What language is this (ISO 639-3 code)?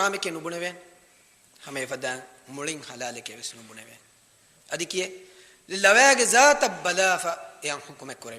div